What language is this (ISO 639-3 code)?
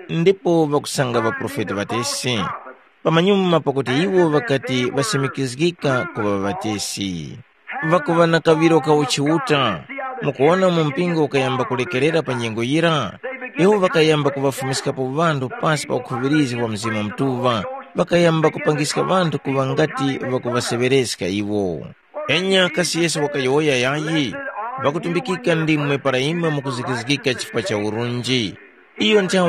tum